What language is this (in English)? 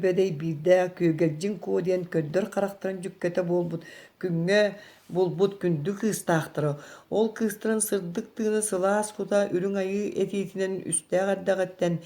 Yakut